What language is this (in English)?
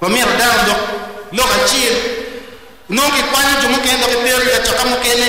Acoli